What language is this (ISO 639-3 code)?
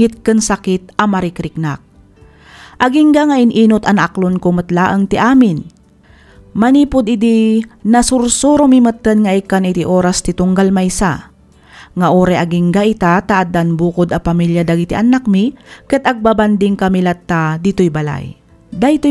ilo